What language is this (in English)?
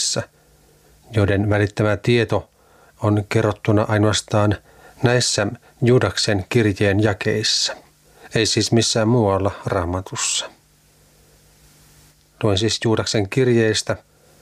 Finnish